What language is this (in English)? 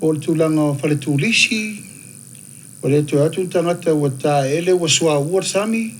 Samoan